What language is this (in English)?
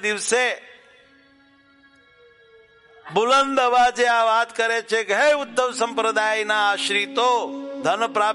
Gujarati